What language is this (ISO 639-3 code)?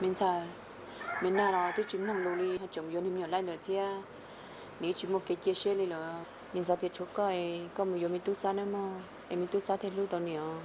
hmn